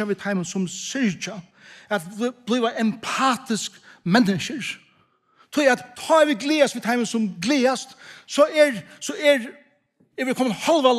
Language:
Faroese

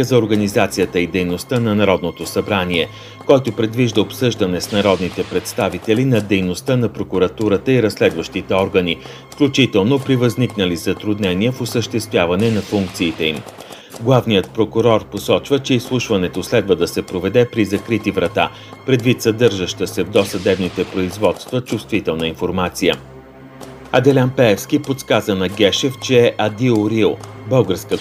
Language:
Bulgarian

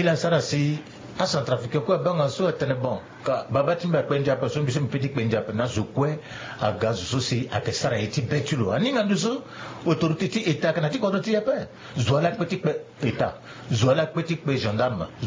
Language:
Sango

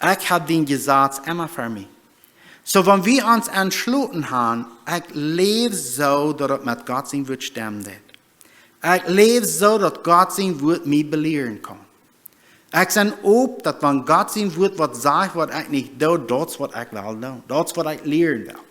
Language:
Plautdietsch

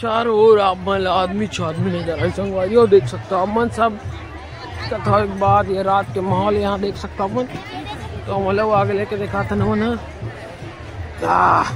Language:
Chhattisgarhi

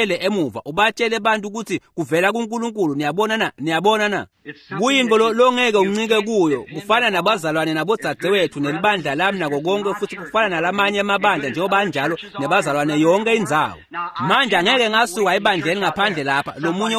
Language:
Swati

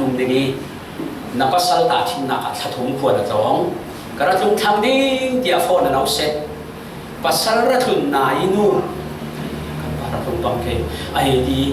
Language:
Falam Chin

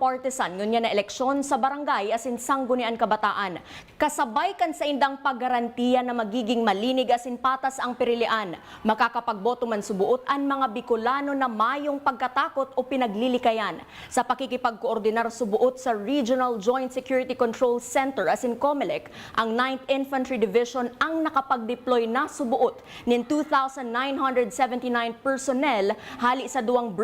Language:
Bikol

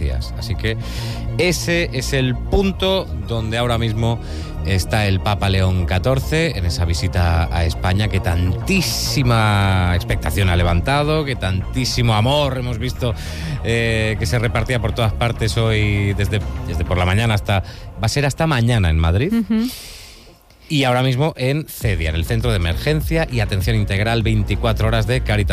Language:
Spanish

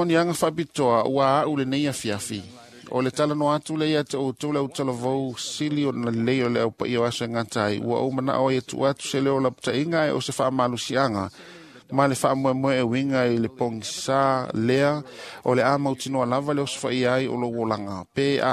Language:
Samoan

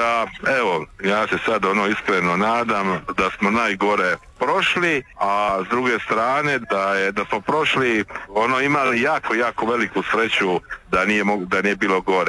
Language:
Croatian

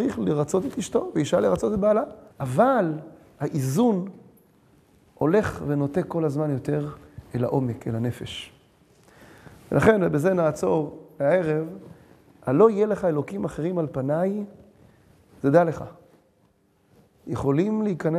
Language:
Hebrew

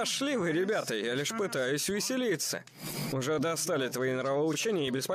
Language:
Russian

